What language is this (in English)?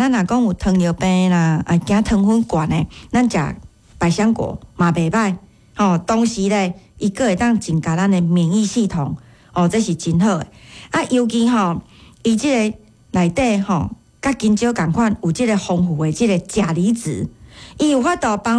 Min Nan Chinese